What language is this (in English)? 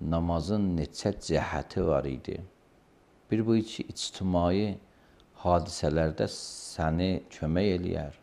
Azerbaijani